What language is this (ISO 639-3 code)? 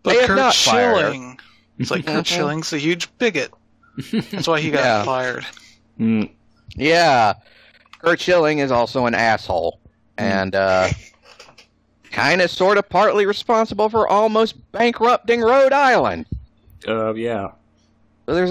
eng